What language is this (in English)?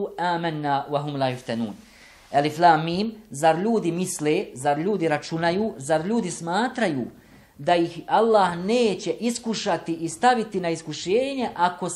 Bosnian